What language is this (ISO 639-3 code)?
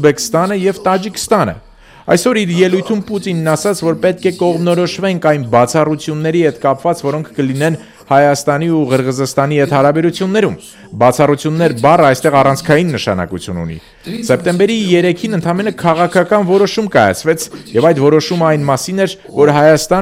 hye